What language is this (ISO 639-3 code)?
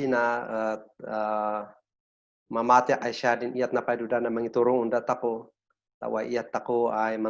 kne